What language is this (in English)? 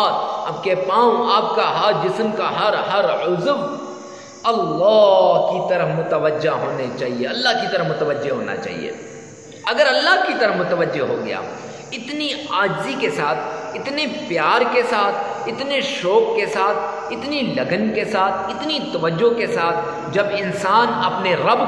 Urdu